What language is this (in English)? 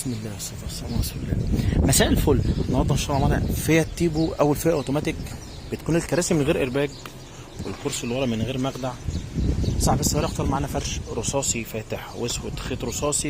Egyptian Arabic